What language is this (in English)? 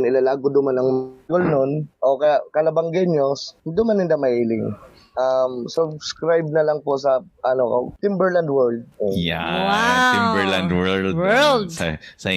Bikol